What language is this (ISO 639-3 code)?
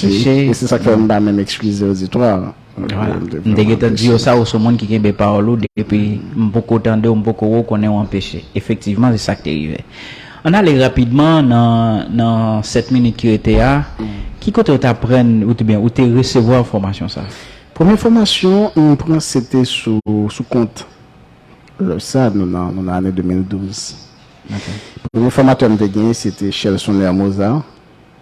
hat